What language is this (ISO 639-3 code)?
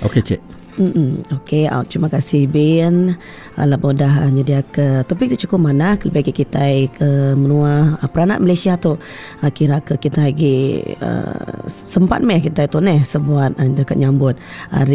iba